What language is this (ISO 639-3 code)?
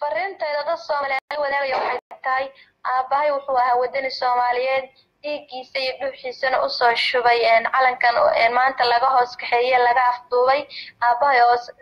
som